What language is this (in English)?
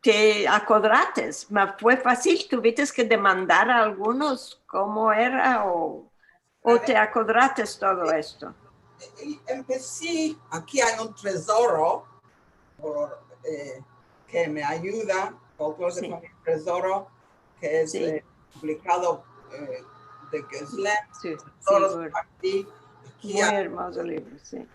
Ladino